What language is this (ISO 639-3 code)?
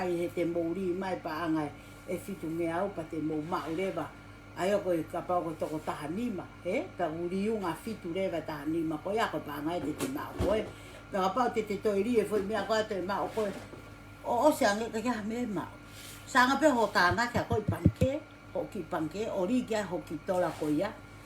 ton